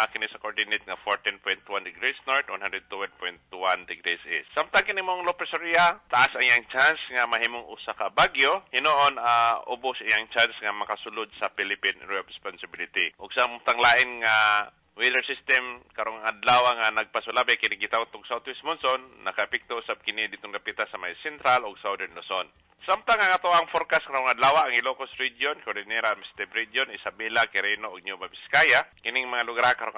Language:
Cebuano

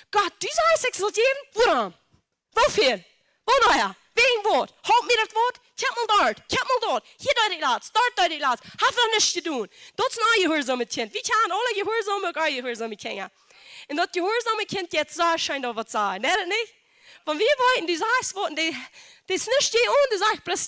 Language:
Plautdietsch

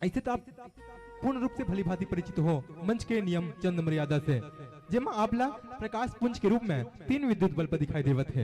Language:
Chhattisgarhi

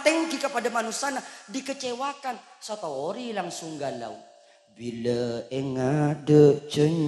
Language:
Madurese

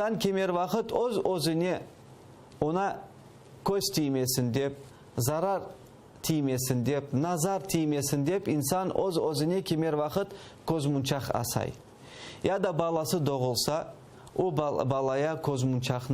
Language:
Crimean Tatar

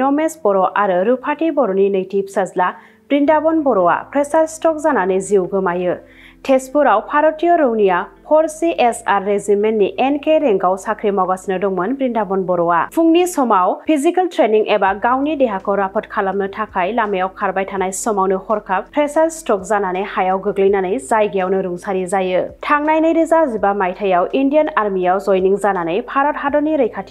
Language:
Bodo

